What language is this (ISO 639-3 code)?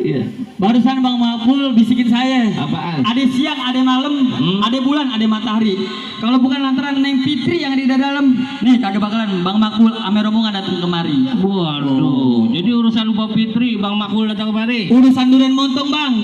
bew